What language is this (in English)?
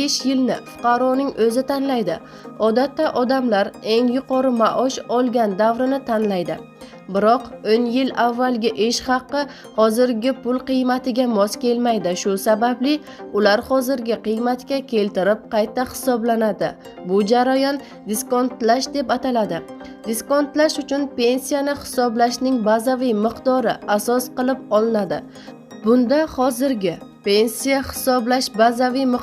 Uzbek